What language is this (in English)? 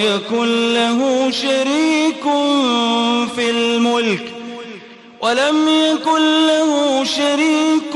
Arabic